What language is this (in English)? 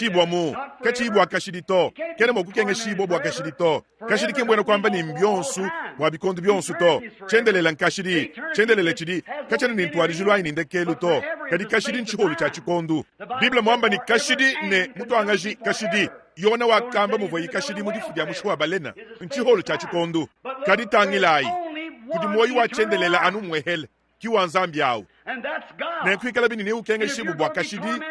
Luba-Lulua